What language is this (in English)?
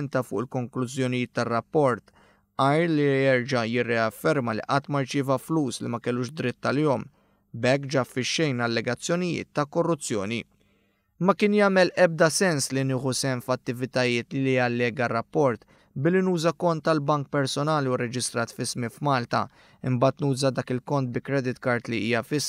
Maltese